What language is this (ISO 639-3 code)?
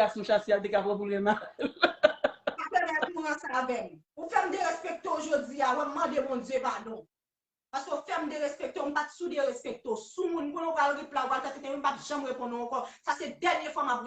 hat